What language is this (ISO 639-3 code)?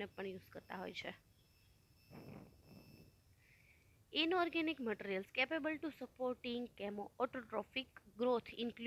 guj